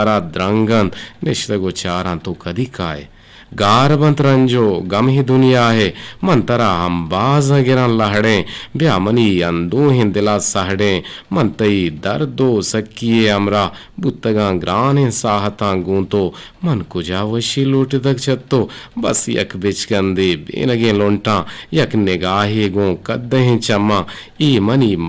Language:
Eastern Balochi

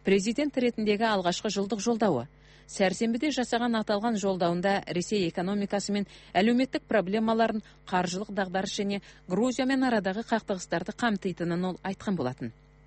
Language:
Kazakh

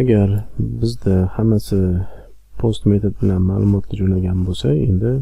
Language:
Uzbek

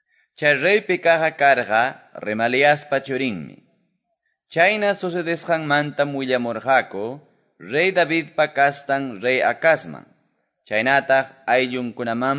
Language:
Quechua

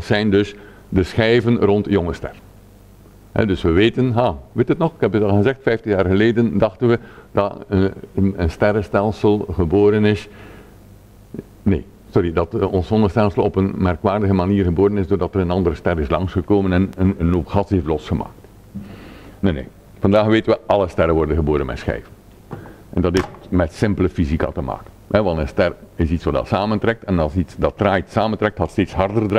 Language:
Dutch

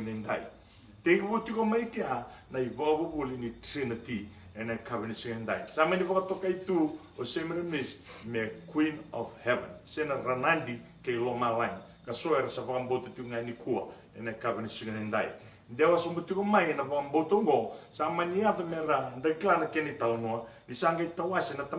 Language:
Fijian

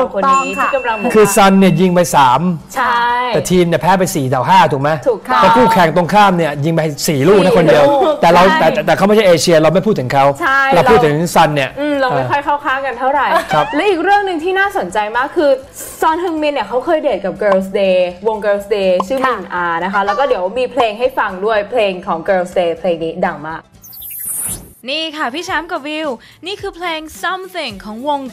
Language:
Thai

